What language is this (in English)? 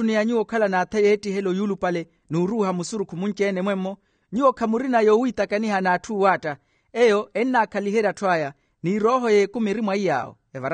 Makhuwa